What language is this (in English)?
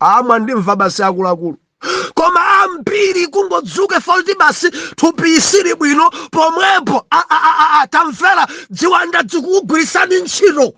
Nyanja